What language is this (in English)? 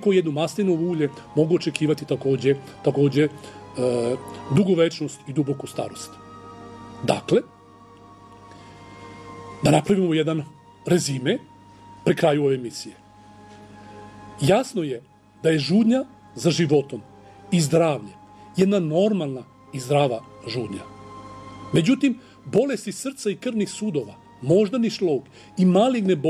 Serbian